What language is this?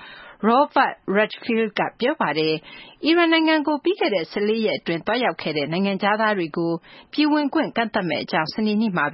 Burmese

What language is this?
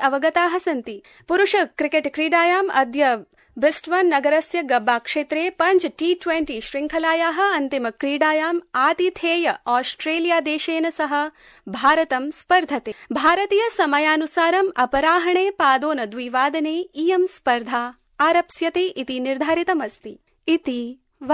Sanskrit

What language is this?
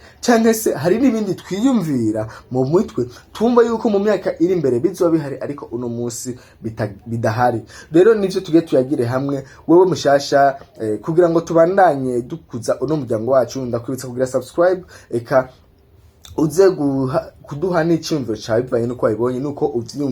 Rundi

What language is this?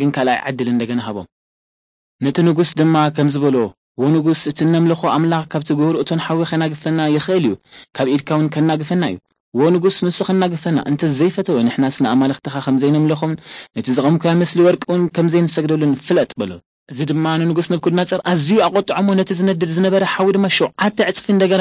Tigrinya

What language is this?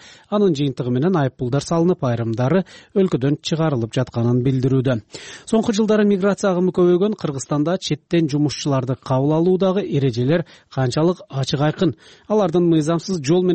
Kyrgyz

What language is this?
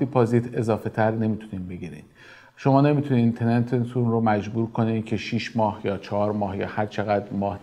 Persian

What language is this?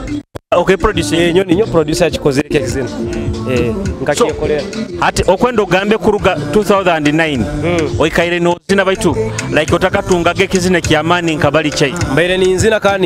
Nyoro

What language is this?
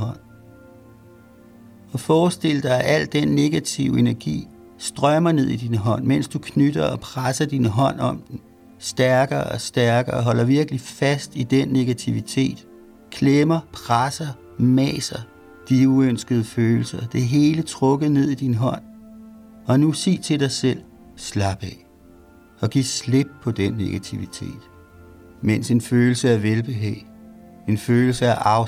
Danish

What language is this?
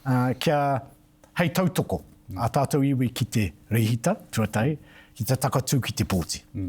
Māori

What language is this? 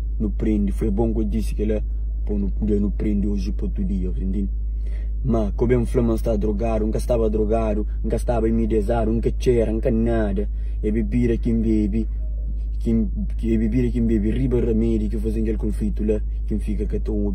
Kabuverdianu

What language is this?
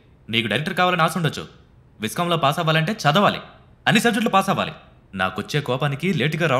Telugu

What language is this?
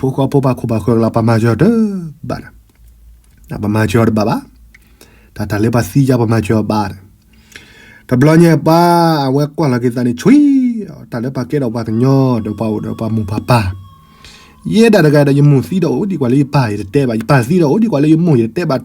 S'gaw Karen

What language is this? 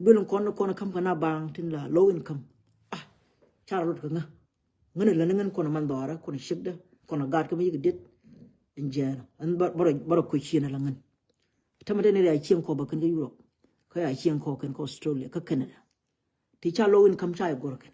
Nuer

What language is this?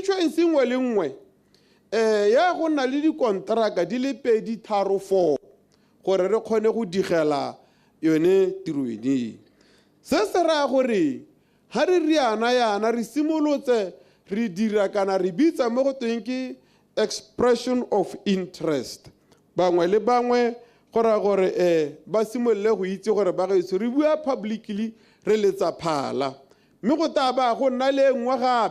Tswana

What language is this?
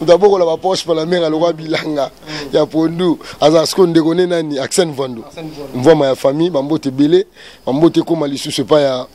Lingala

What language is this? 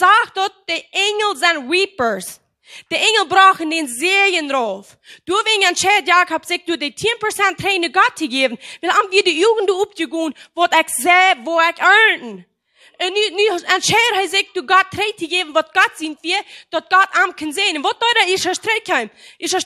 Plautdietsch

